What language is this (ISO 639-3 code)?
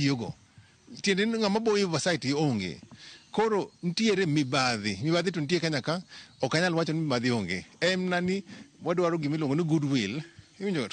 luo